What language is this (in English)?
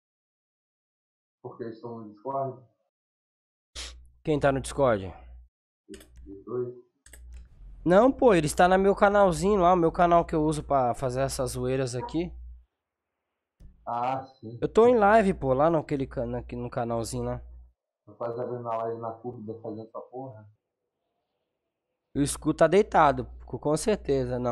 Portuguese